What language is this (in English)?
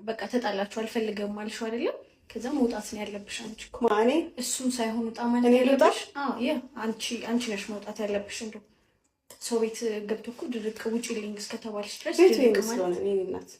Amharic